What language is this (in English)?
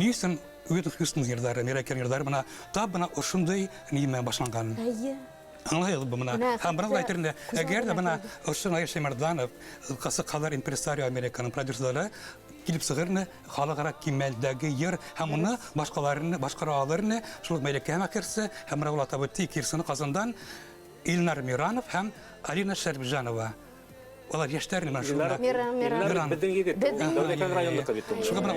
Bashkir